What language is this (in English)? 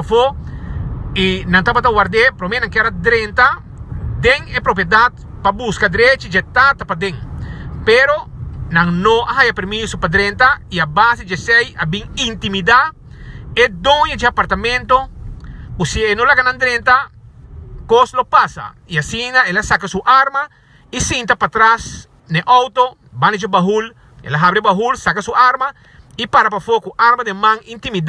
Papiamento